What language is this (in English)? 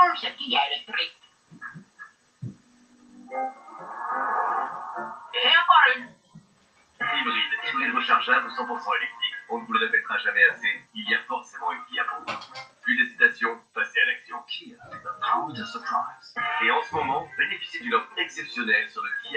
French